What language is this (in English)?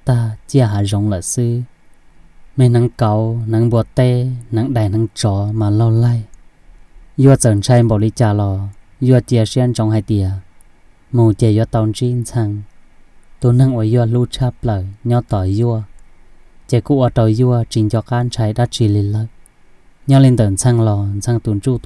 Hmong